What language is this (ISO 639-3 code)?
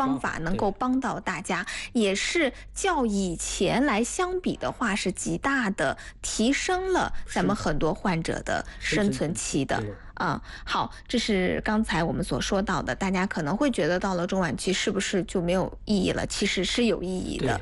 zho